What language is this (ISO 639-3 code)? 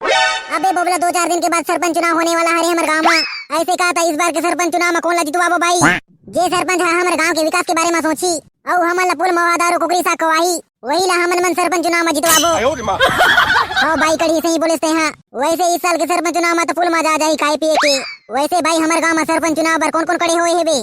hne